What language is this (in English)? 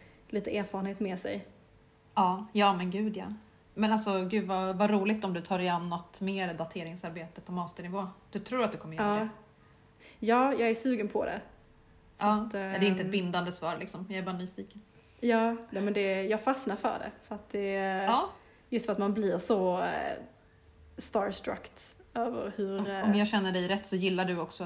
Swedish